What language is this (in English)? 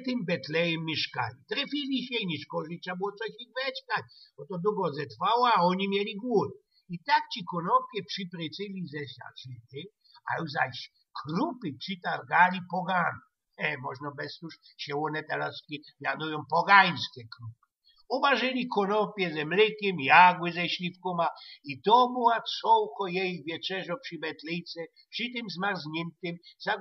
Silesian